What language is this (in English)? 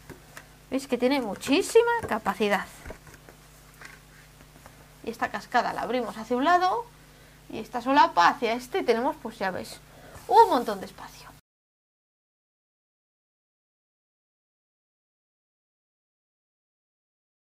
Spanish